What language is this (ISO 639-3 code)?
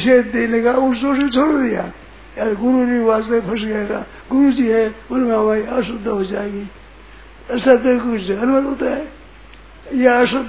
hin